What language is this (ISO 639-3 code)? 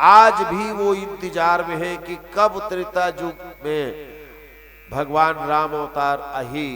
hne